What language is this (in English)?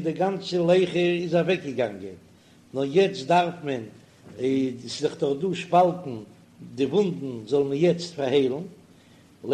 Yiddish